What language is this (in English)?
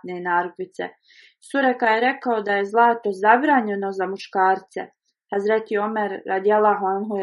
Bosnian